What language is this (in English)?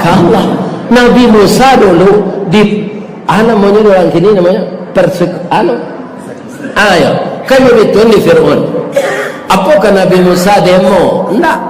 Minangkabau